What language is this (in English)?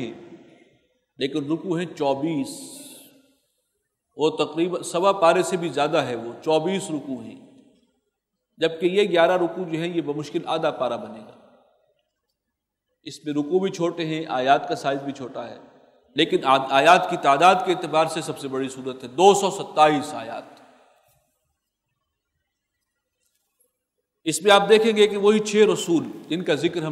Urdu